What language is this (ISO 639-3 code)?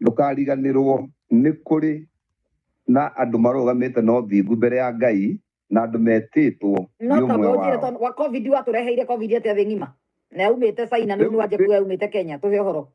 kik